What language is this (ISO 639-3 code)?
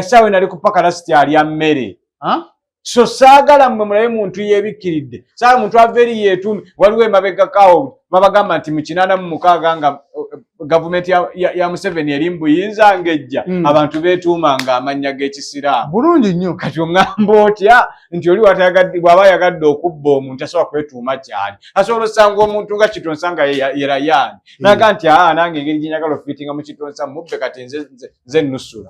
lug